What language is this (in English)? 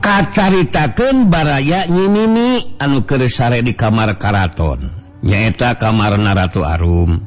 Sundanese